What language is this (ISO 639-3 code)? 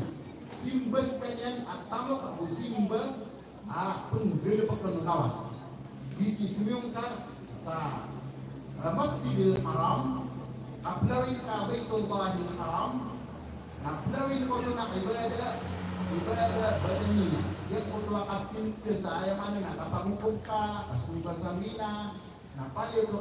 mrw